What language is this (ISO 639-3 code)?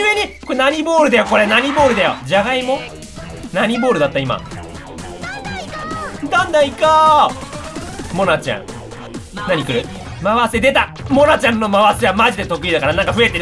jpn